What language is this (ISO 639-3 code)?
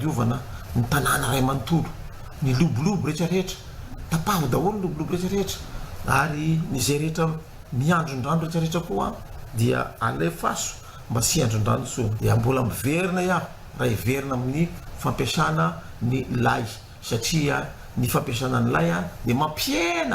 mlg